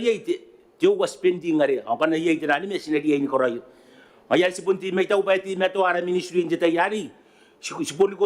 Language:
Gilbertese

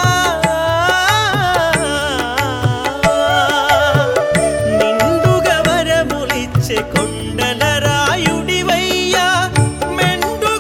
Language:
Telugu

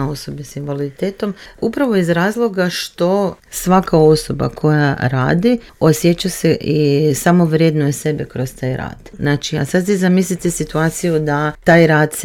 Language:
Croatian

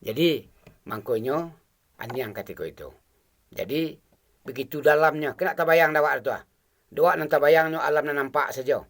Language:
Minangkabau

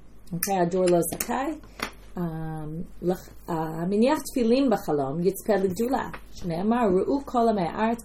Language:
Hebrew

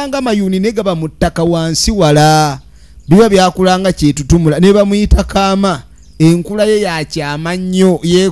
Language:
Ganda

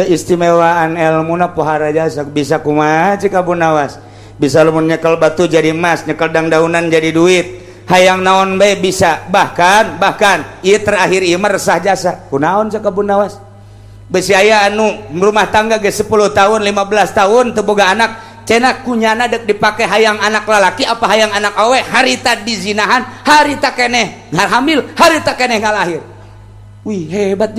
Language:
Sundanese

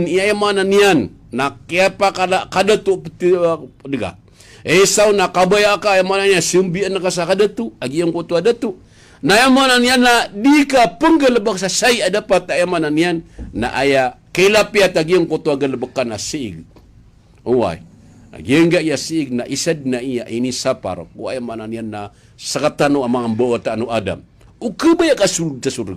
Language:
Maranao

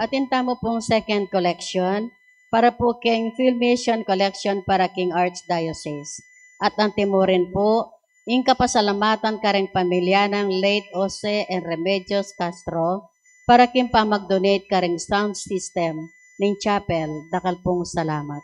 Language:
Pampanga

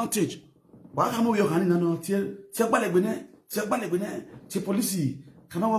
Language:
Nigerian Pidgin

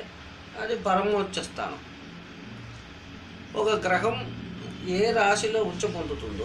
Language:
Telugu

